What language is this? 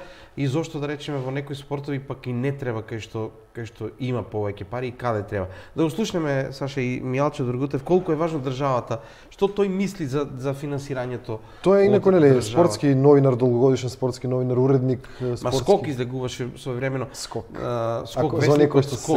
Macedonian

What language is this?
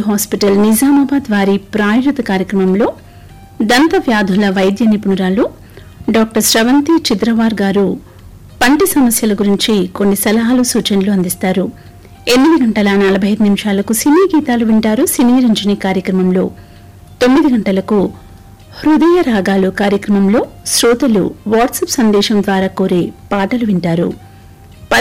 Telugu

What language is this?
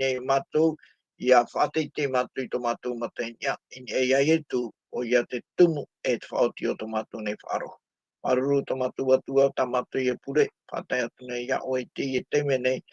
Tahitian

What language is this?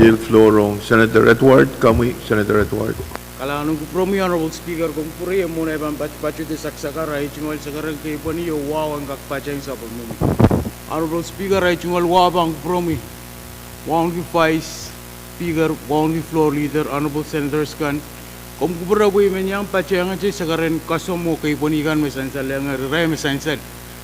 Pohnpeian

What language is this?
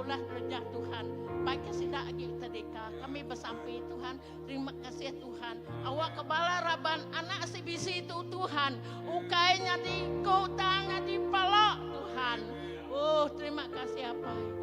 Iban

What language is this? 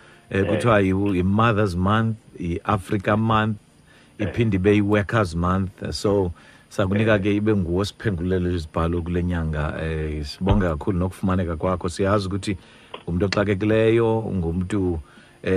Xhosa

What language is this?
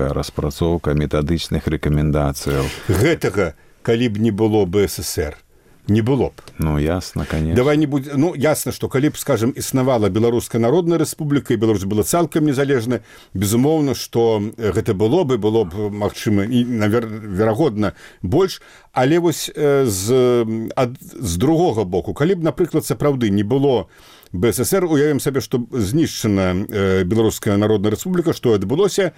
Belarusian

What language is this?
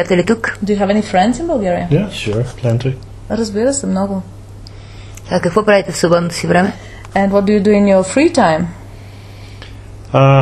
Bulgarian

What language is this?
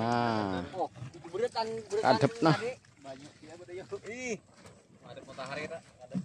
Banjar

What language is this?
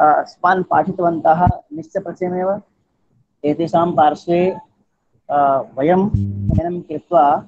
Sanskrit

